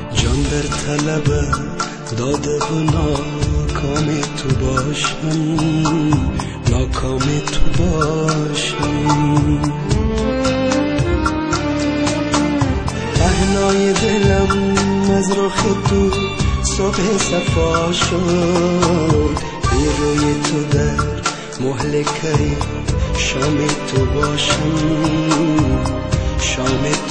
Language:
Persian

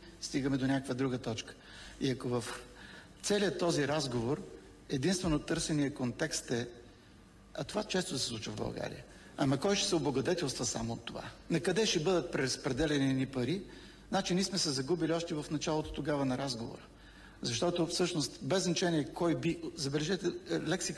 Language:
Bulgarian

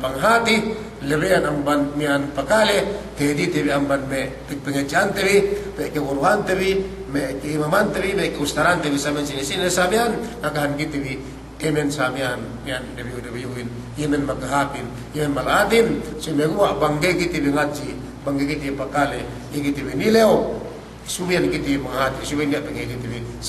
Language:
Yakan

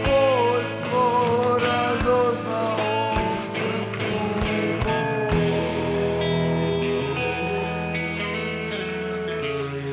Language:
Croatian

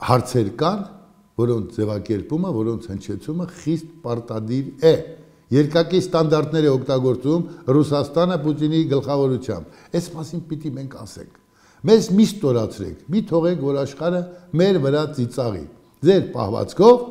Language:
Armenian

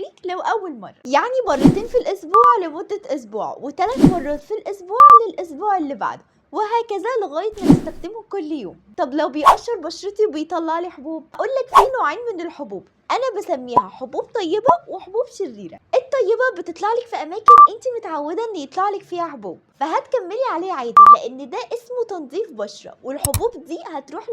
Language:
Egyptian Arabic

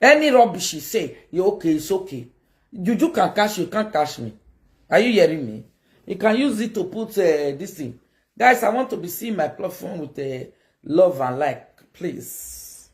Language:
Nigerian Pidgin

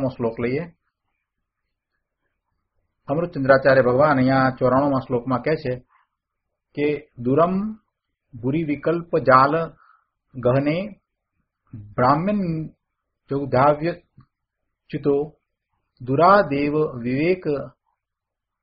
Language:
Gujarati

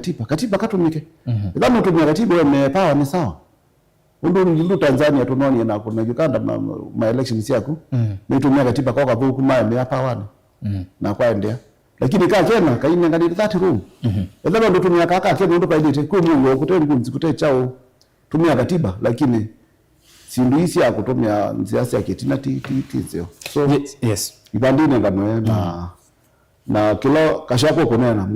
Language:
Kamba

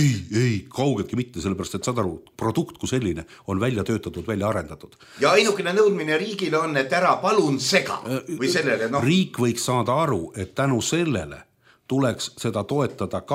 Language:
Estonian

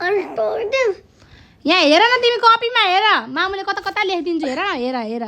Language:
Nepali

